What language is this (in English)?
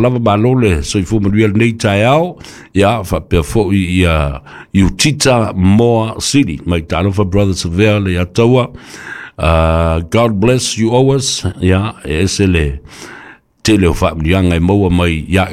Samoan